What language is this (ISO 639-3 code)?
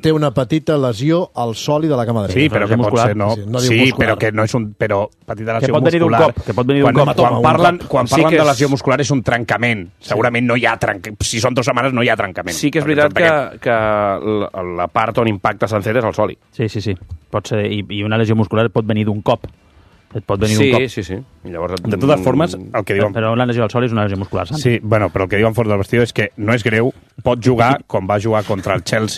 cat